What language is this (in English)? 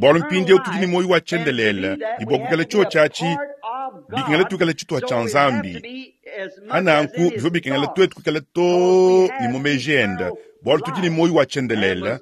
Luba-Lulua